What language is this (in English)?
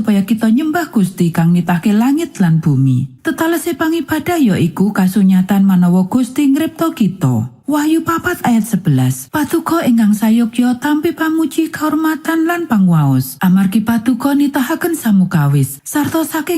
Javanese